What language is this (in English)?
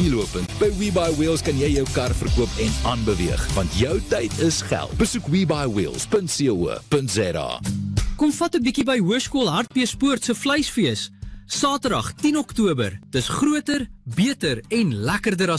Afrikaans